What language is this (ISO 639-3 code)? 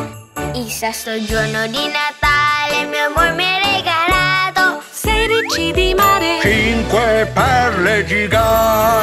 ita